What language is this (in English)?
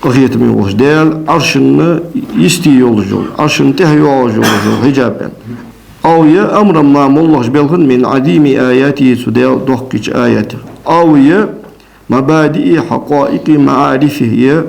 Ingush